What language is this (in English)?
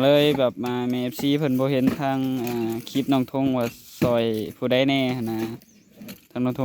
Northeastern Thai